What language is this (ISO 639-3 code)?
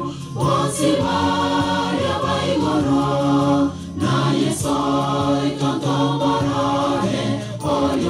guz